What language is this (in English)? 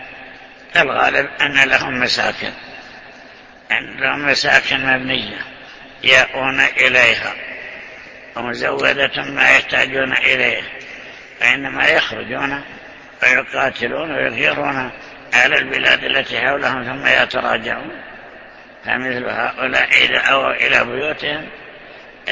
Arabic